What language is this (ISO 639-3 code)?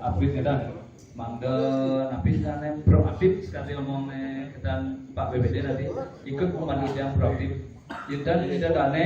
ban